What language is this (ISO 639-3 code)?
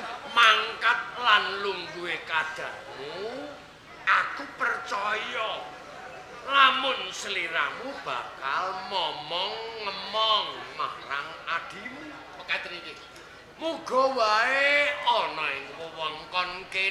jav